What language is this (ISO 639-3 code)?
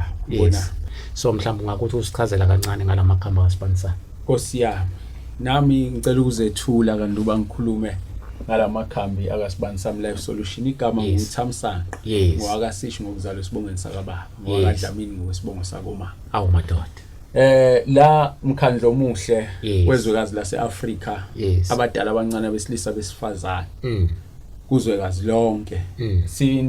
zul